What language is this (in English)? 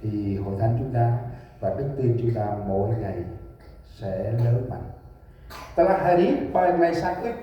Central Mnong